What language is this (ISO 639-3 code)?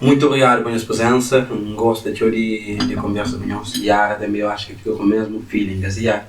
kea